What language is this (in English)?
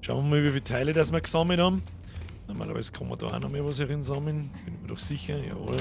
Bavarian